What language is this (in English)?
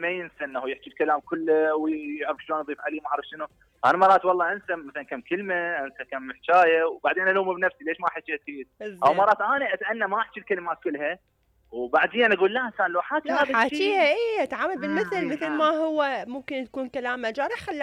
Mesopotamian Arabic